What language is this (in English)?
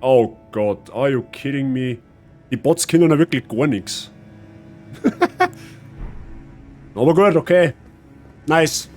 Bavarian